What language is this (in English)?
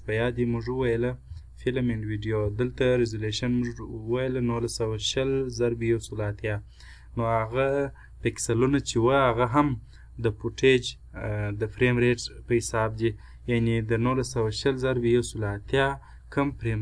Pashto